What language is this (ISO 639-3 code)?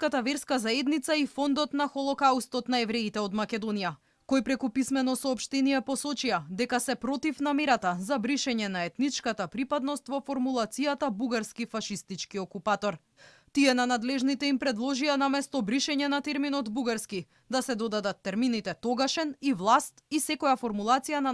mkd